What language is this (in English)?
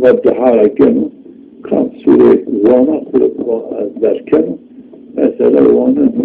Zaza